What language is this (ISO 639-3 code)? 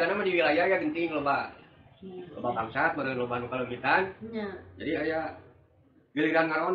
sun